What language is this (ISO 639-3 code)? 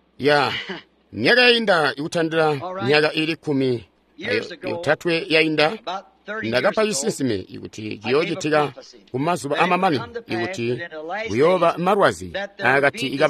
toi